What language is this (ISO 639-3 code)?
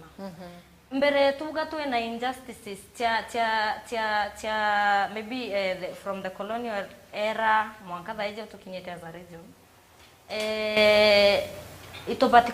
mer